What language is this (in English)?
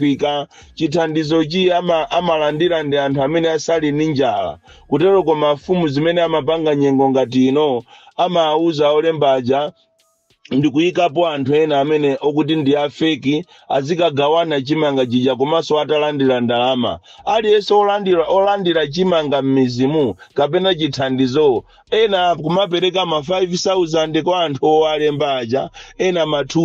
Nyanja